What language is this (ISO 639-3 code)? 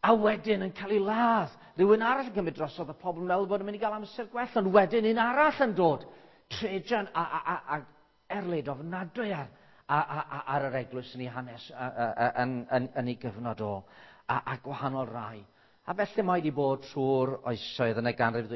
cym